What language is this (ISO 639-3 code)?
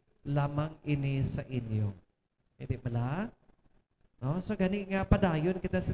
hil